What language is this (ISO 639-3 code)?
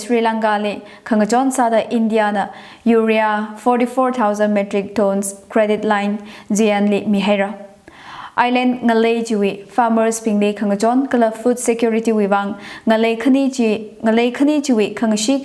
nmf